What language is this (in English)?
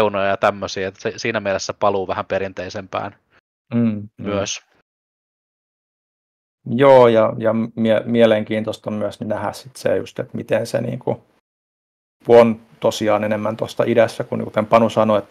Finnish